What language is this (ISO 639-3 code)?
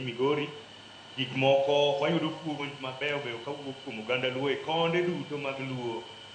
luo